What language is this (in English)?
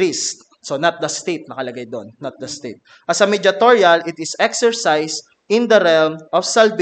Filipino